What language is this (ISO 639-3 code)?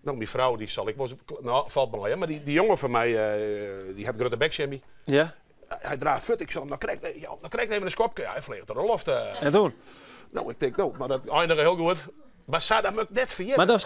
fry